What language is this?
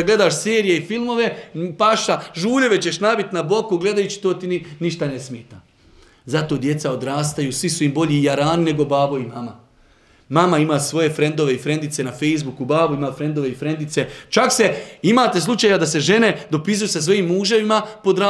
Bosnian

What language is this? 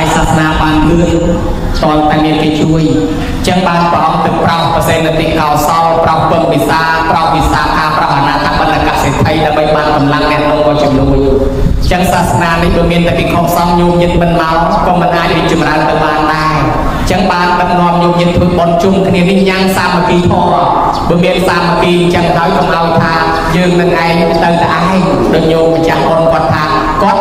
Khmer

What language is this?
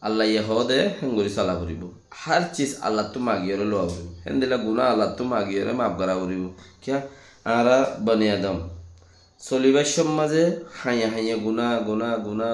Rohingya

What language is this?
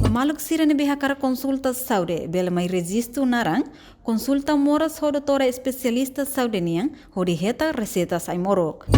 Tetum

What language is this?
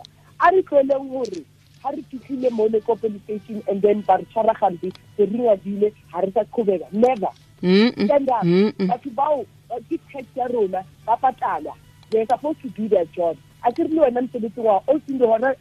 Tswana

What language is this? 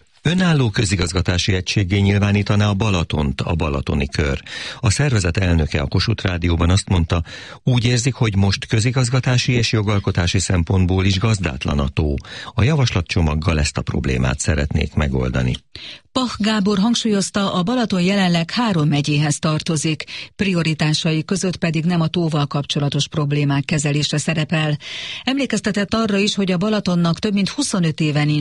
Hungarian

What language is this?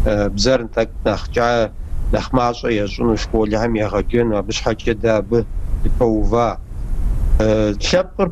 Kabardian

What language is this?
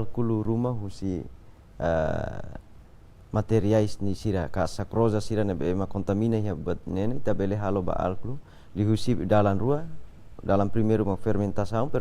Tetum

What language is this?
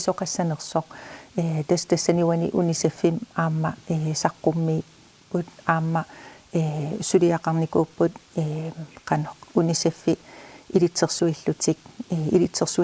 Kalaallisut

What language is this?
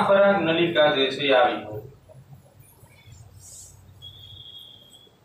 Gujarati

